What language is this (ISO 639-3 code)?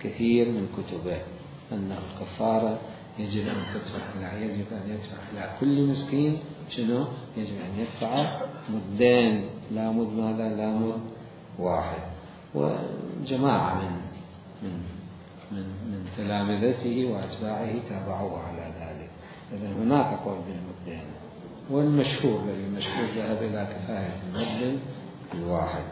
acm